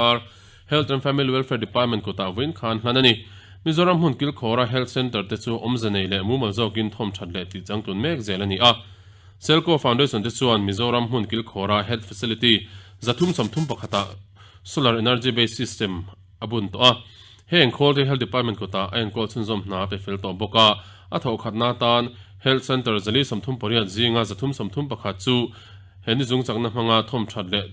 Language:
Mizo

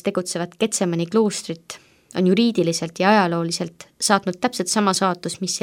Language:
Estonian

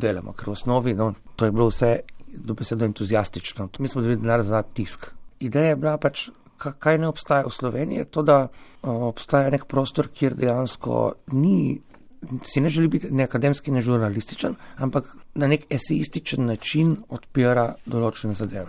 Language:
Slovenian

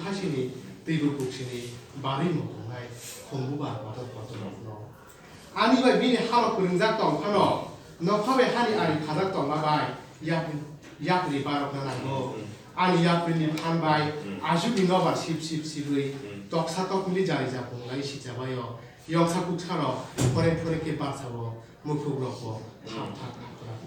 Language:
Kok Borok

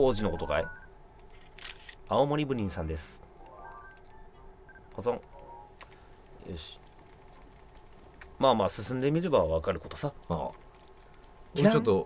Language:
Japanese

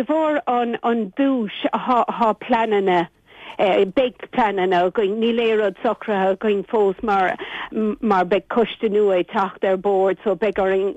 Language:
Irish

